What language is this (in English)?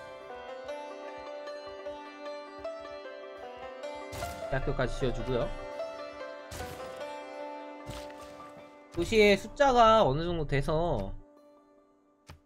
Korean